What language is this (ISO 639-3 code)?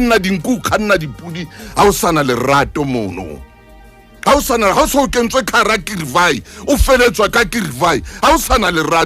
sot